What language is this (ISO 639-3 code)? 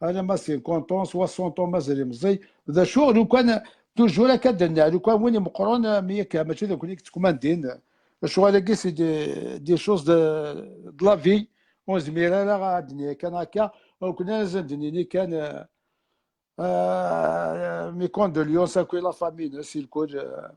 kab